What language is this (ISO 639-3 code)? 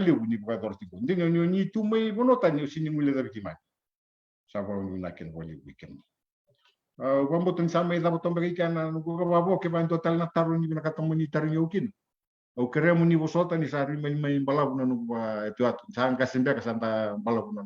fij